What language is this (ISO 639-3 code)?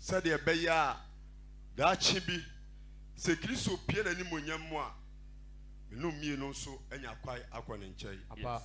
aka